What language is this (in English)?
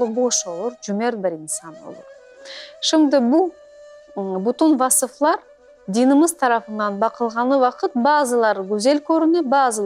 Crimean Tatar